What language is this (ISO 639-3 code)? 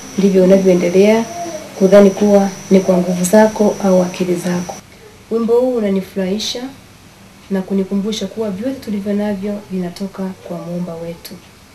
swa